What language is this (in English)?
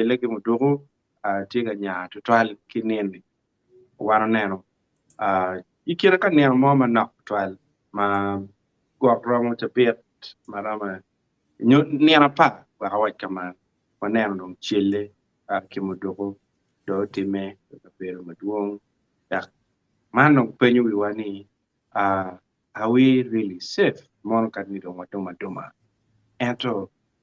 Acoli